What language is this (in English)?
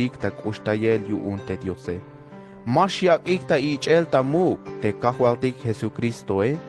Tzeltal